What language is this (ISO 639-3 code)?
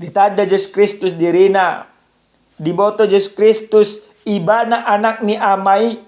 bbc